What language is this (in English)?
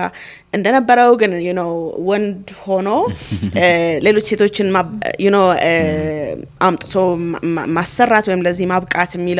Amharic